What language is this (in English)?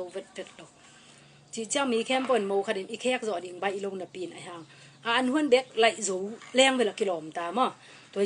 Tedim Chin